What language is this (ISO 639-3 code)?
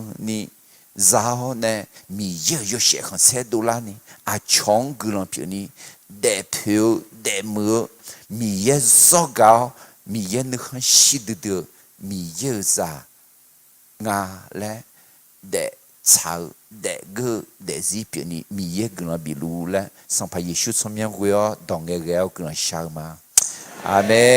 ahk